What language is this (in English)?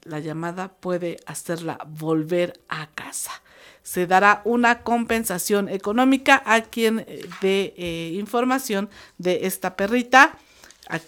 Spanish